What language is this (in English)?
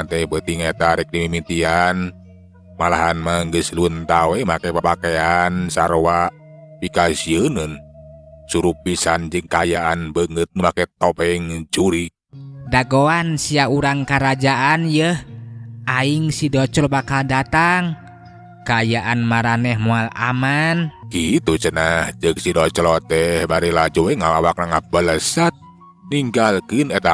Sundanese